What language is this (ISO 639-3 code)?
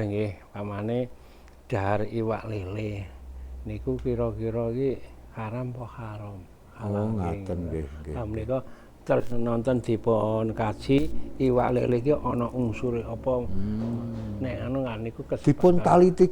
jav